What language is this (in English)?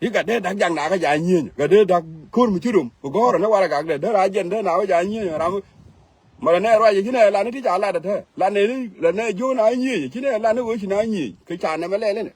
Nuer